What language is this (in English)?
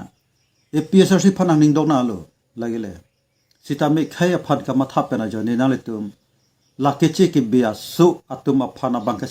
Karbi